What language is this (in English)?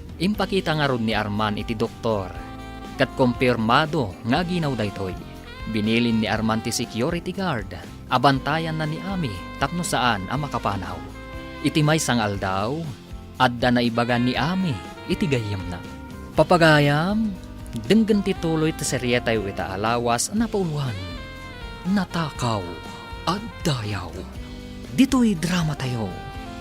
Iloko